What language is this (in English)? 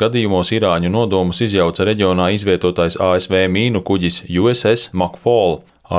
Latvian